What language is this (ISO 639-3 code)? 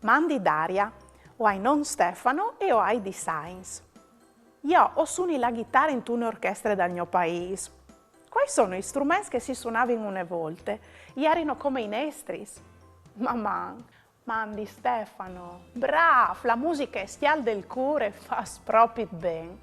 fur